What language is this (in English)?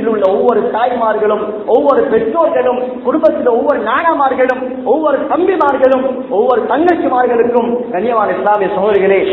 Tamil